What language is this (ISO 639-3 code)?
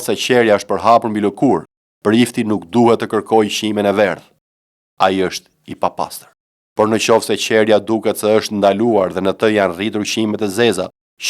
sqi